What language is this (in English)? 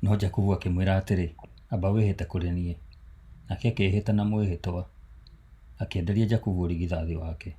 Kikuyu